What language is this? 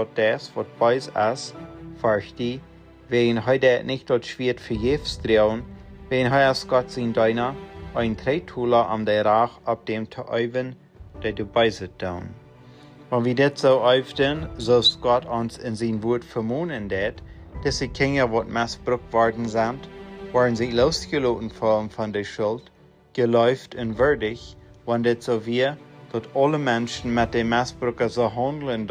Plautdietsch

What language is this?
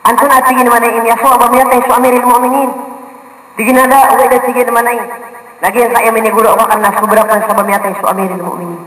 Maranao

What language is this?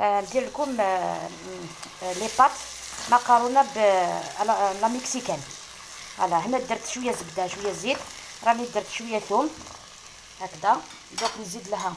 Algerian Arabic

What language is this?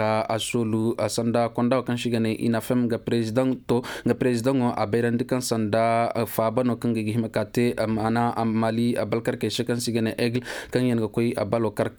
Koyraboro Senni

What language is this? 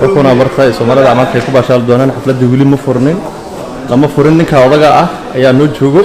Somali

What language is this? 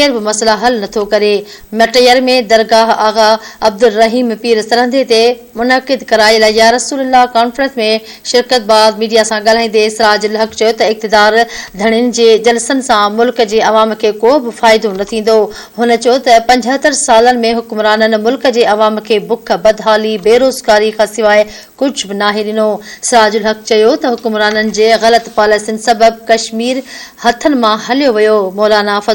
Sindhi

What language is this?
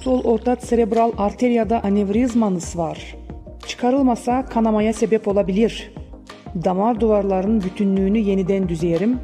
Gagauz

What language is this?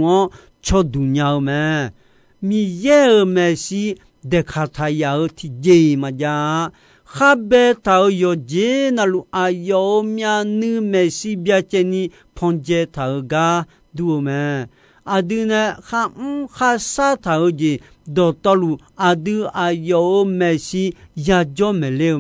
Akha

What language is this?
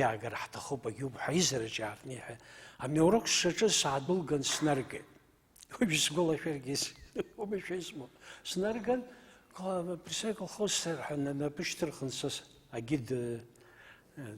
Abkhazian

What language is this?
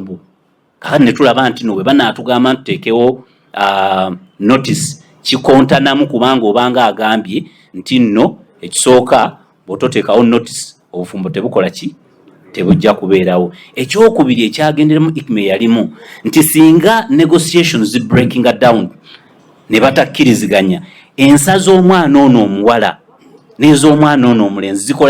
Ganda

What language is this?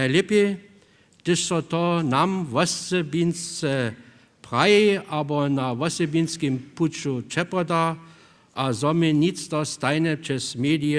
Upper Sorbian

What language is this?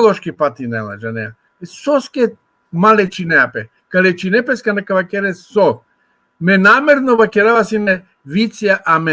Balkan Romani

